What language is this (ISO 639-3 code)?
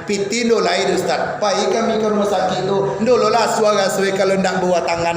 min